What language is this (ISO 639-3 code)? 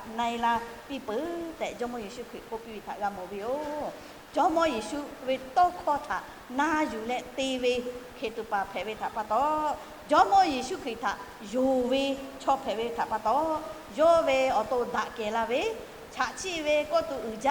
lhu